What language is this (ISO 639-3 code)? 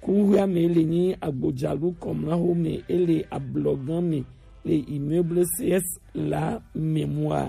gej